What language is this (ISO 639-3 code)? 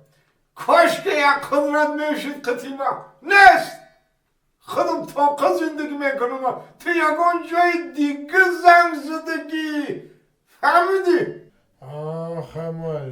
tgk